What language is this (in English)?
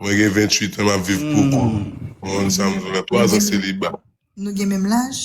Haitian Creole